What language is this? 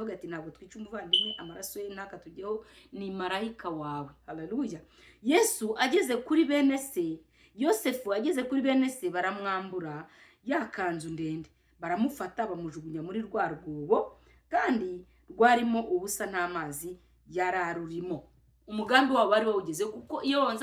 Kinyarwanda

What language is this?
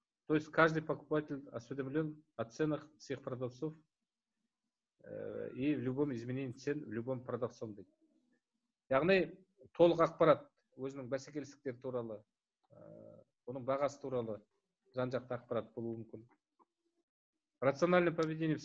Kazakh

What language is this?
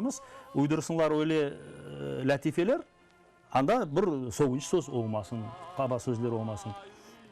Crimean Tatar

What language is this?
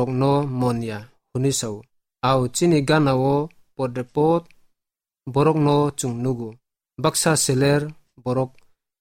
Kok Borok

